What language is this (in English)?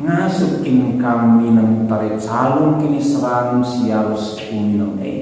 Batak Karo